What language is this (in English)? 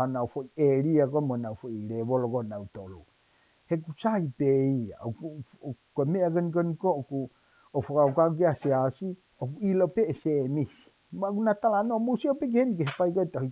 Tongan